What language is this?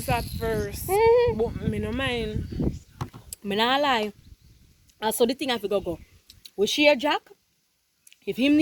Jamaican Creole English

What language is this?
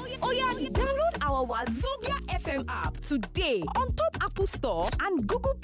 Nigerian Pidgin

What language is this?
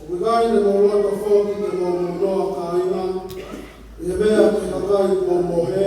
Tongan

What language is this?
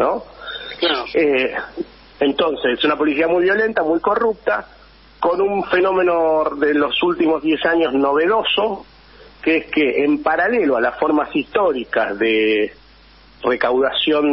Spanish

